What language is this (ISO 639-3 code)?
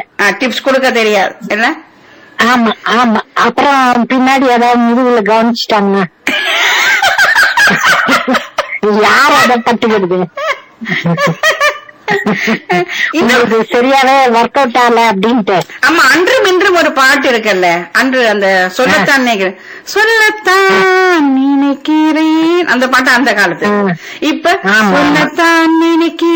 tam